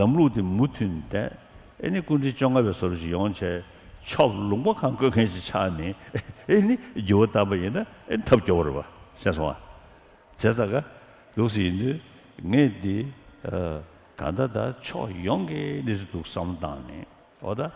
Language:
Tibetan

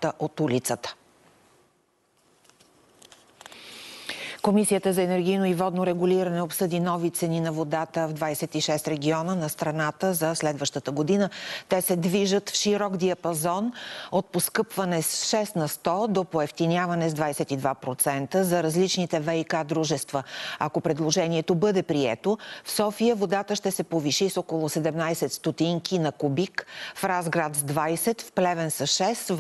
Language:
Bulgarian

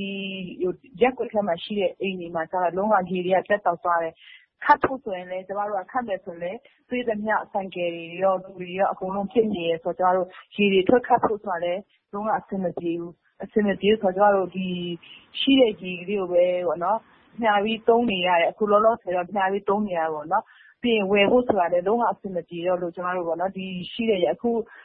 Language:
Burmese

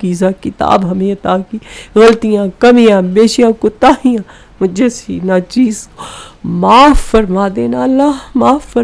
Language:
Urdu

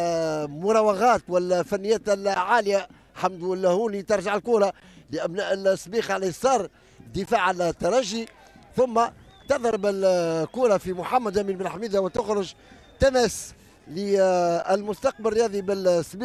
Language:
Tunisian Arabic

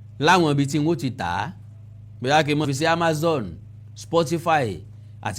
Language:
Yoruba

